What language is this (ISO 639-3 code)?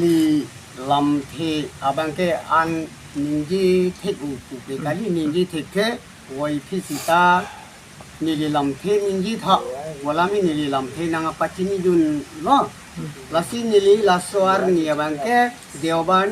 mjw